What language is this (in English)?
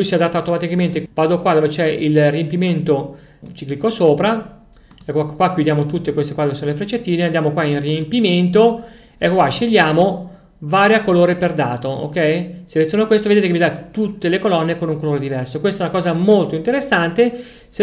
Italian